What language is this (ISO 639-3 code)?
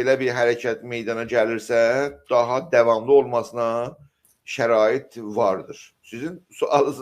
azb